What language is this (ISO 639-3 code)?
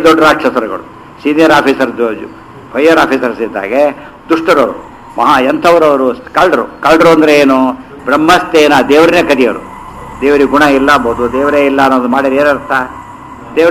kan